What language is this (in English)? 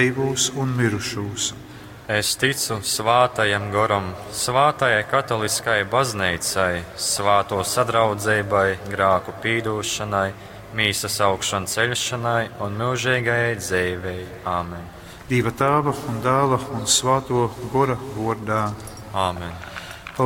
Latgalian